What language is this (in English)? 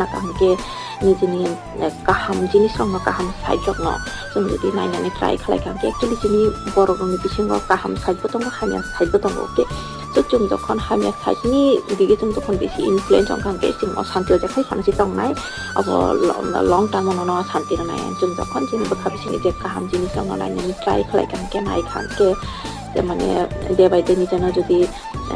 Kok Borok